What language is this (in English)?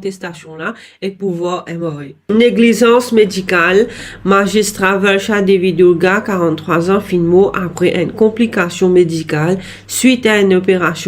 Morisyen